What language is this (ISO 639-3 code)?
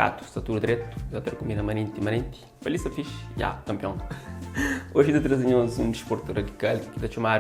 kea